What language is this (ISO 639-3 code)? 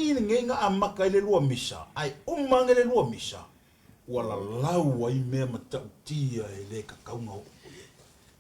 smo